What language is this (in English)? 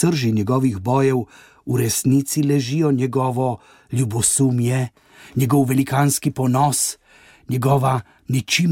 Slovenian